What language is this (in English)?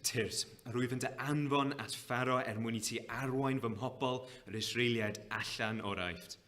Welsh